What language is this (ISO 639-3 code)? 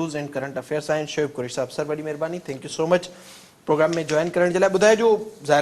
snd